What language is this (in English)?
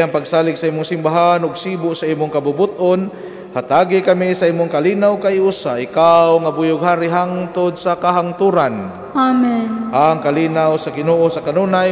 Cebuano